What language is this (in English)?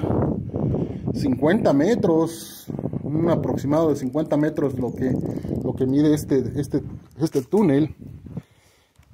Spanish